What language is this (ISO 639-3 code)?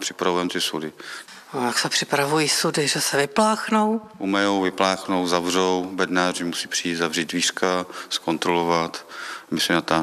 ces